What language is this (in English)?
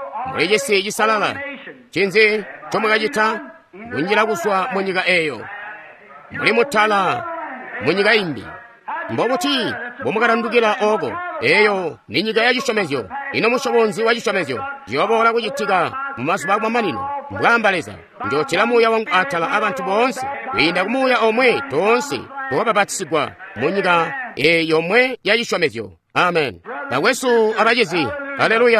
Tonga (Zambia)